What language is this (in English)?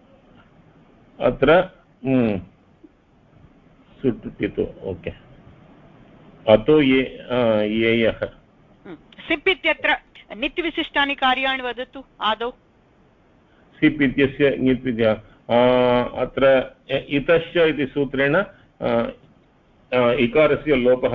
Sanskrit